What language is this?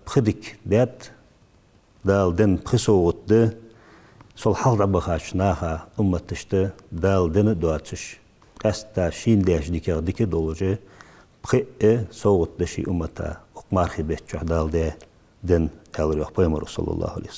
Ingush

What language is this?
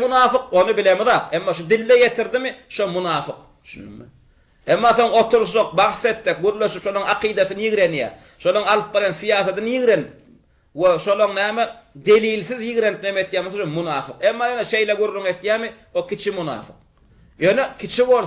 Turkmen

